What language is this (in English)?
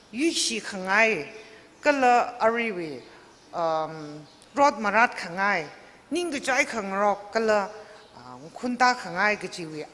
Tangkhul Naga (India)